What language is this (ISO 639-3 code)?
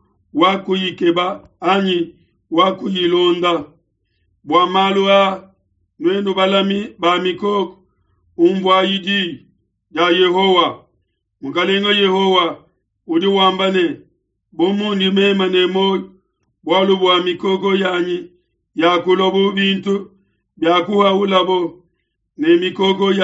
lua